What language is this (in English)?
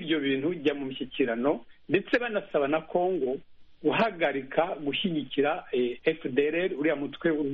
Kinyarwanda